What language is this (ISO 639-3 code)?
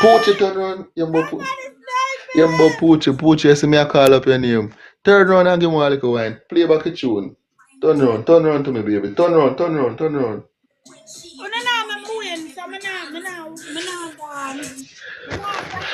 jam